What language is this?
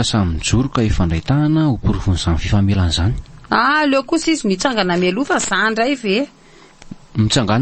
Malagasy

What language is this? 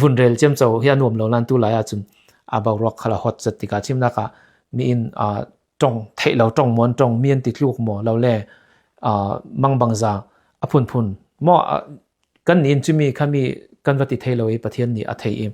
Falam Chin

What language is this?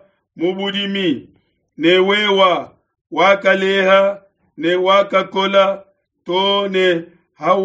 Luba-Lulua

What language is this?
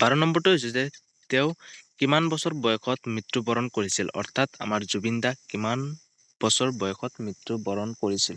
Assamese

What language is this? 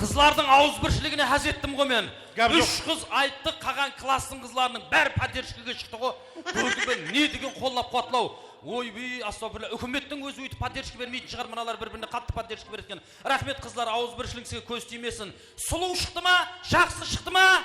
Kara-Kalpak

